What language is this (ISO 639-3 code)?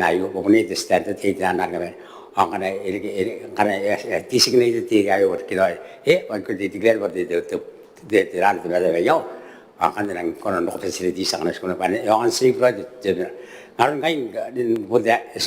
gil